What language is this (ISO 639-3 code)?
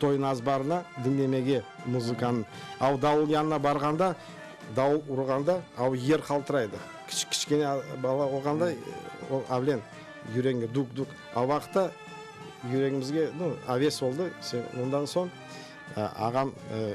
crh